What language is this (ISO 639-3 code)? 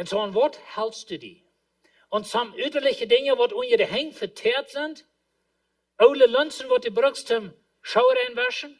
pdt